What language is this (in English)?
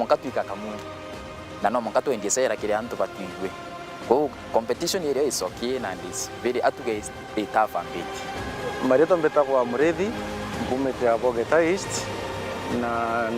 Meru